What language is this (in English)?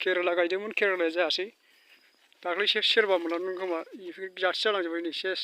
Bodo